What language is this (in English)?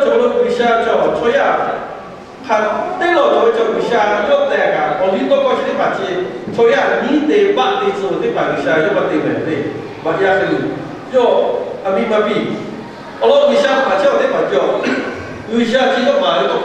Lahu